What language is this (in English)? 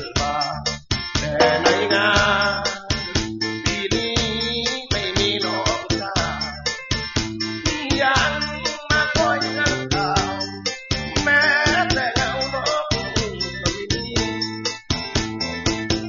Thai